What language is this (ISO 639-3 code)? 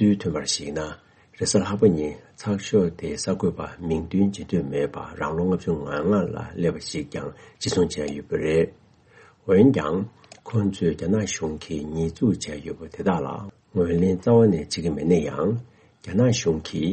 bod